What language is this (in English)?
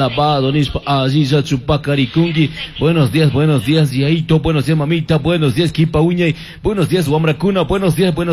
Chimborazo Highland Quichua